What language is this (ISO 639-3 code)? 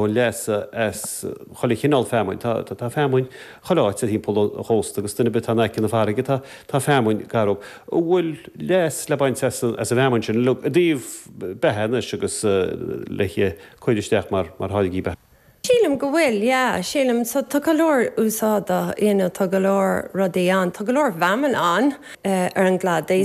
gle